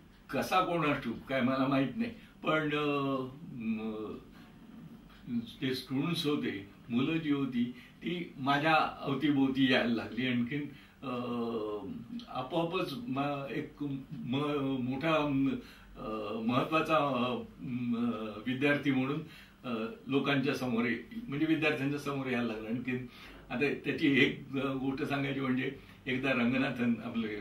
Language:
Marathi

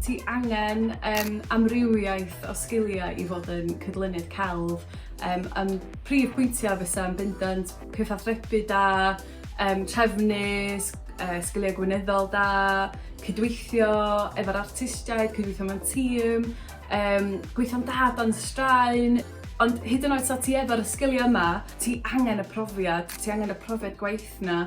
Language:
Welsh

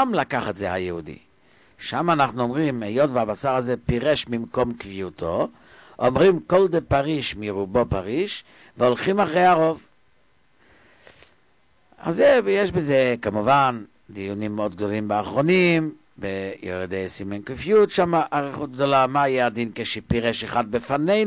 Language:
Hebrew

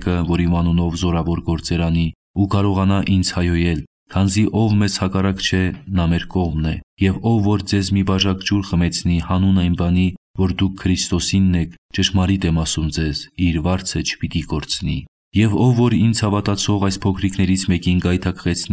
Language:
Armenian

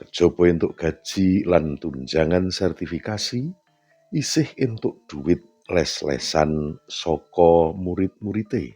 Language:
Javanese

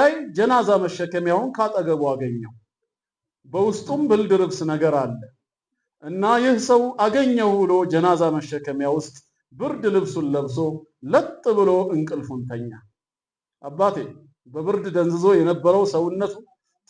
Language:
Amharic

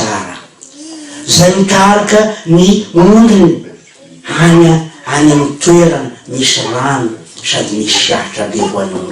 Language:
Malagasy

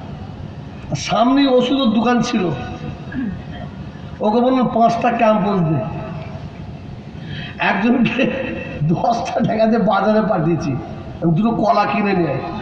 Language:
Bangla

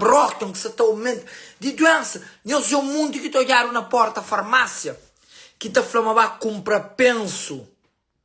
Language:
Kabuverdianu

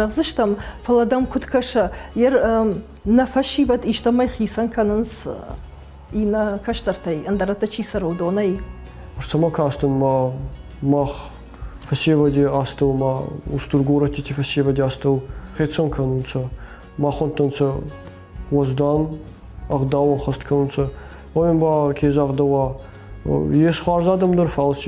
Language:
Ossetic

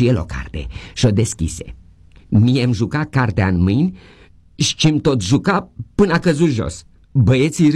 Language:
Romanian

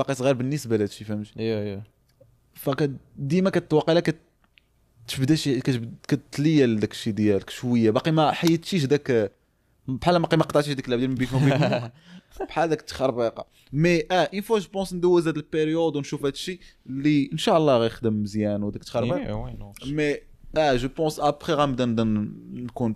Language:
Moroccan Arabic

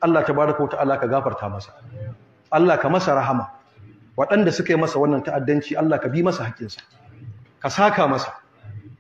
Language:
Hausa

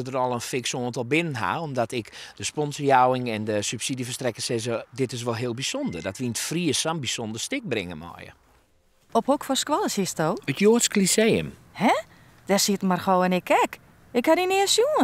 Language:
Western Frisian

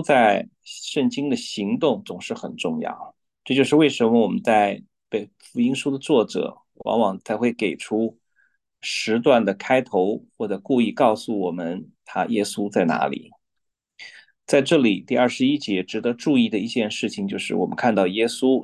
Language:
Chinese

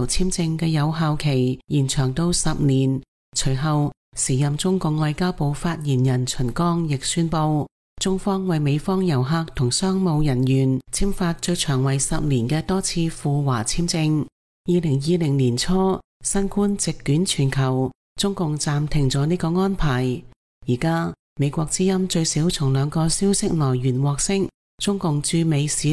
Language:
Cantonese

